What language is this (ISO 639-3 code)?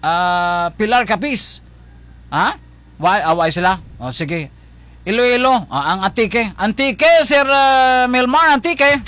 hil